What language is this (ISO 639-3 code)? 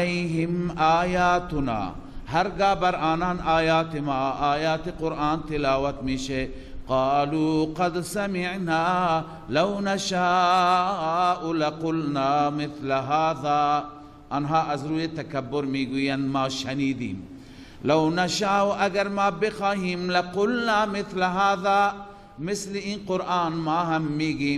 fas